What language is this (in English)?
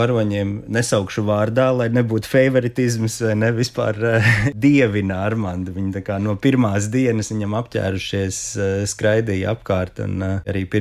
Latvian